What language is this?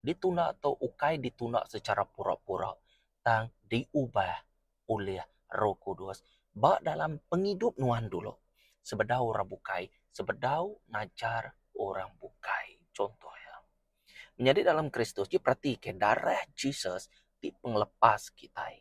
Iban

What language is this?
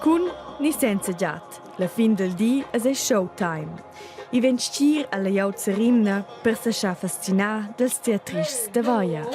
Romansh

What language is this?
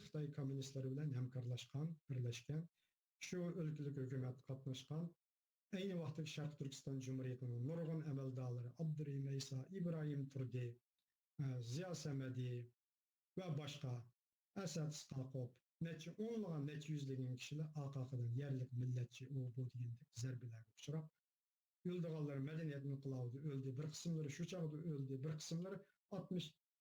Uyghur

